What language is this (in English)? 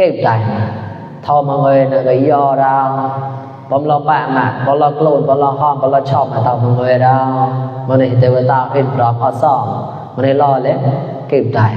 Mon